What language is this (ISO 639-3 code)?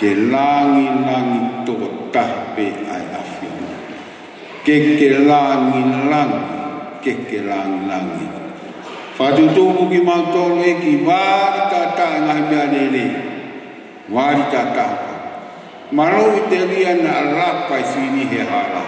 ton